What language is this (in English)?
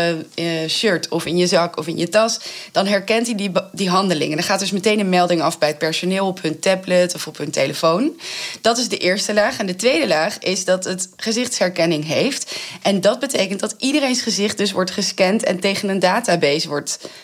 Dutch